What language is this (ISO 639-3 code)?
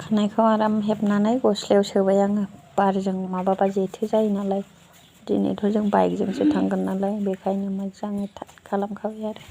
brx